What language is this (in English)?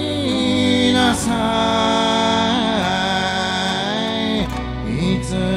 Japanese